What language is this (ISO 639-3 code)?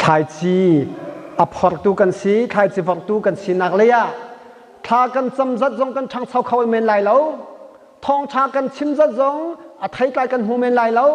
cnh